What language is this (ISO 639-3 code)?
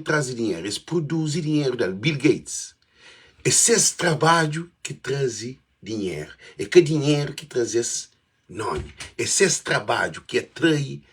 kea